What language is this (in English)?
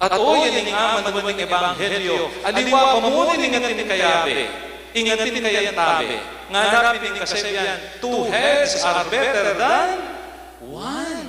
Pampanga